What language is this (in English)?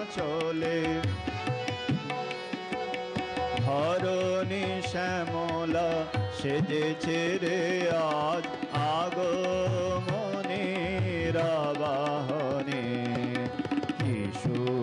Bangla